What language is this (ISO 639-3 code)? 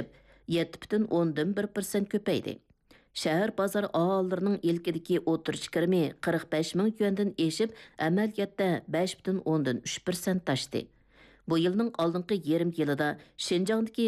uig